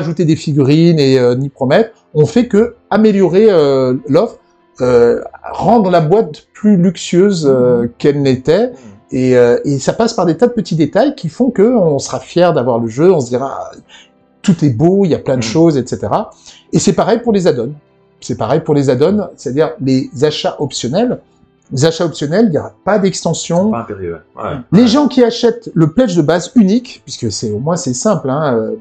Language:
French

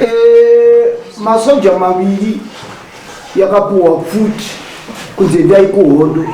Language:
Shona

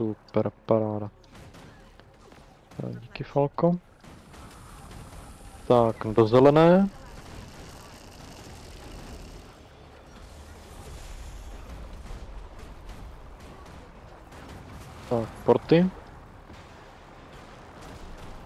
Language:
Czech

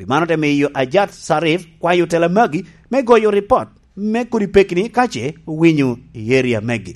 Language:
Lango (Uganda)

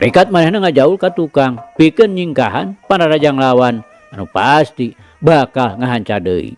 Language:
Sundanese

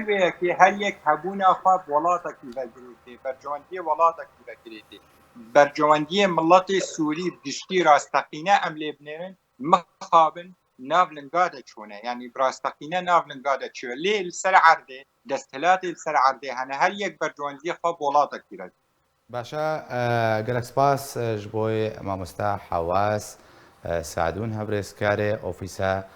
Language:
Kurdish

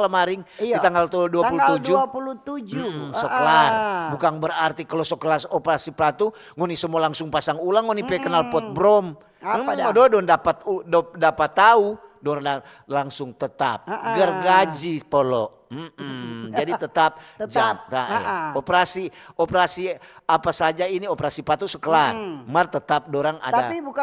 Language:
Manado Malay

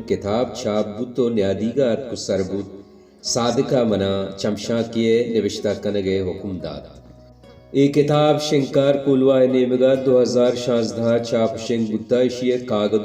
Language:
Baluchi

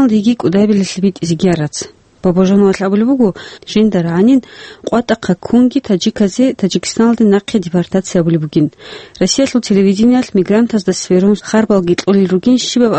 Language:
Avaric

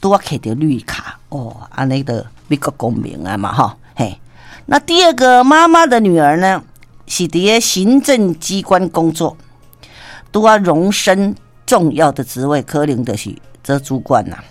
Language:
Min Nan Chinese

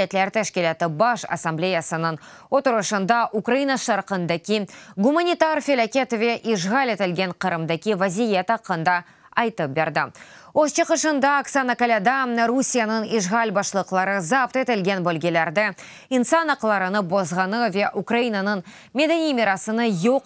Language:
Crimean Tatar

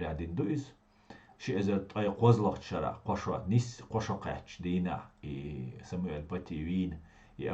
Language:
Chechen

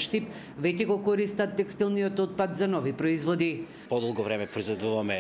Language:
Macedonian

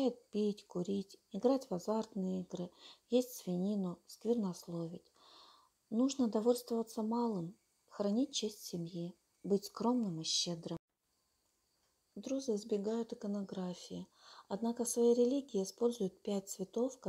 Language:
Russian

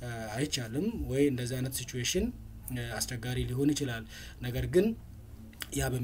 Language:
Amharic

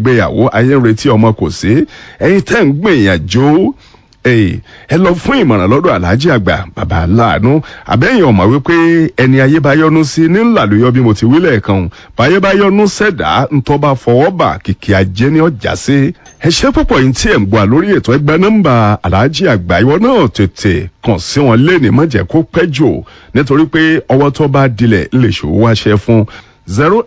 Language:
Yoruba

